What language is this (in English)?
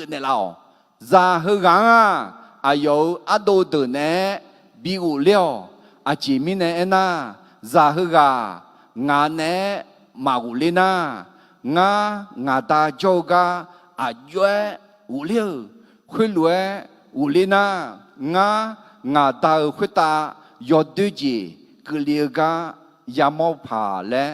Akha